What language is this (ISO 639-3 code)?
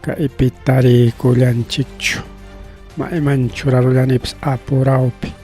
quy